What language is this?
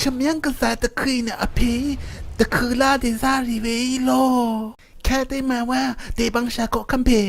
Rawang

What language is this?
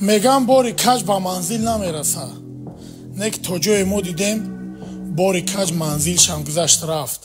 Tajik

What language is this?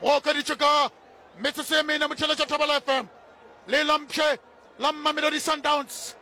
Northern Sotho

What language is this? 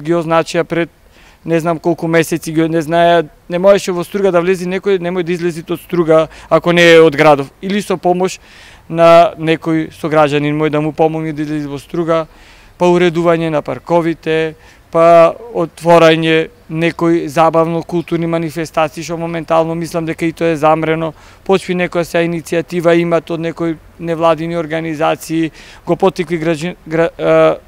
Macedonian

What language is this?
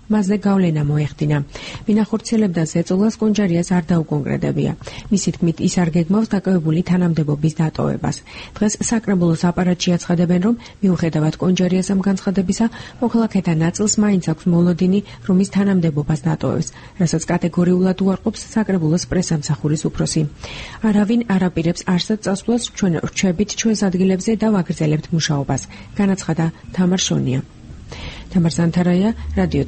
Georgian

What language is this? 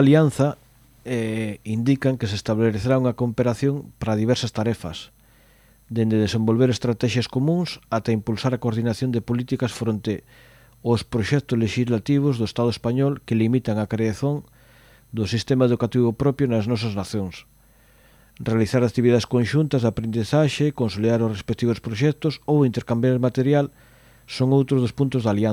Galician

